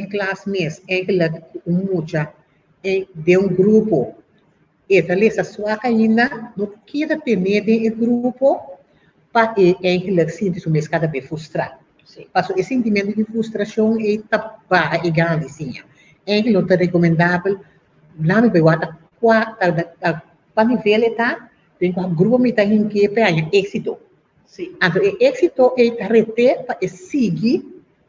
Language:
Papiamento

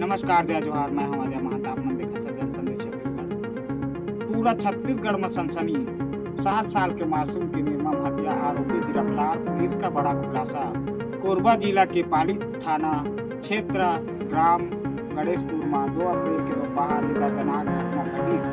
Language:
Chhattisgarhi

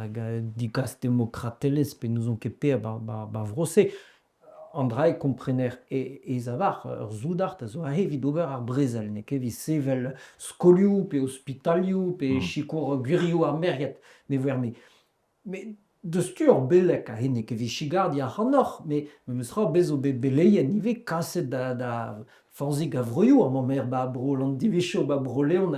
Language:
Breton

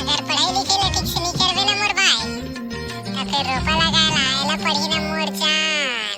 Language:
Chhattisgarhi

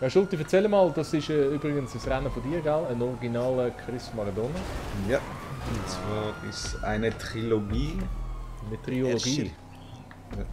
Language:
Swiss German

